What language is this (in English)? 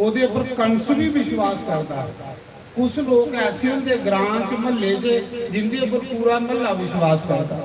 Dogri